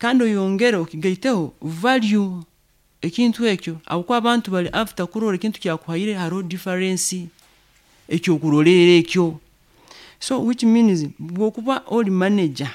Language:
Nyoro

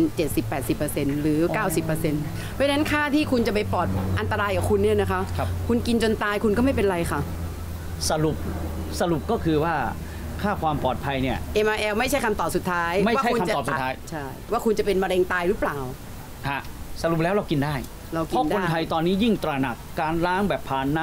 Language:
Thai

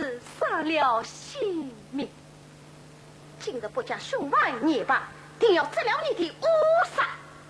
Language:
Wu Chinese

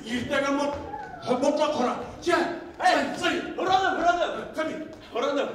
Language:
Bashkir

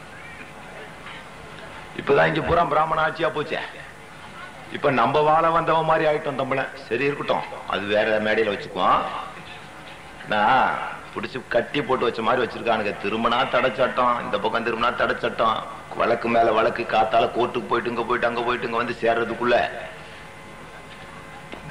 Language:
Tamil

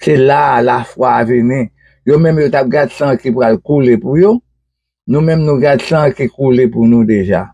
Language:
Haitian Creole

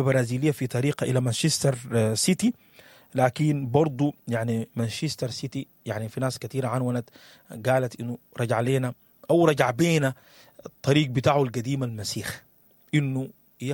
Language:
Sudanese Arabic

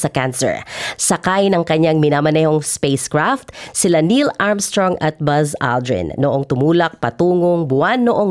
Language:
Filipino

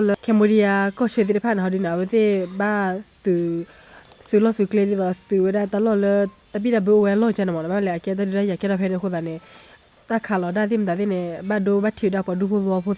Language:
S'gaw Karen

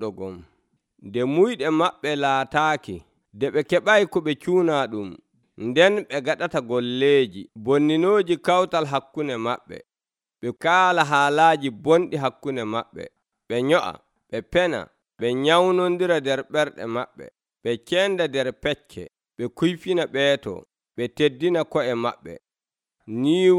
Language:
Nigerian Fulfulde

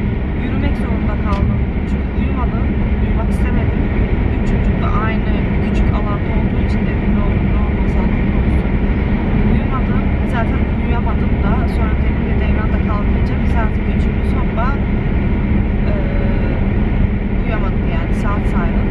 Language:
Turkish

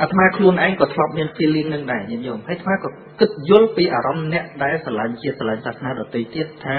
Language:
Khmer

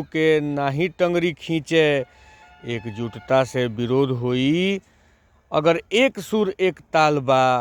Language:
Bhojpuri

